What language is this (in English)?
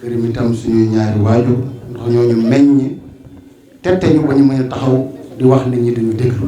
Wolof